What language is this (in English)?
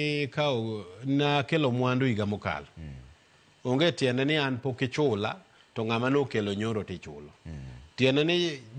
Luo (Kenya and Tanzania)